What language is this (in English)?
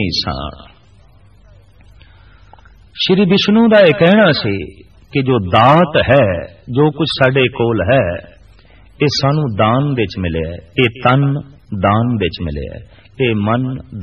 Punjabi